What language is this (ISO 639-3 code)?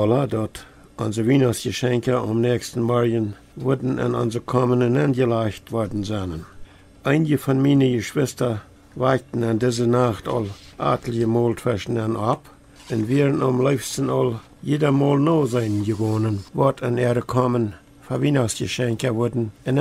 pdt